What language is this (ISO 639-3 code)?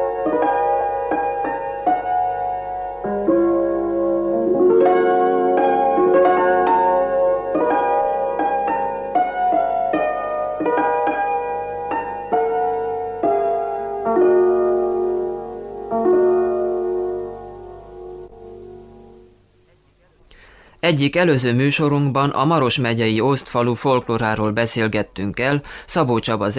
hun